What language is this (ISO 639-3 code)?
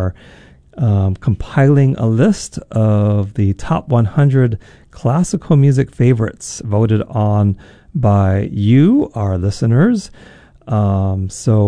eng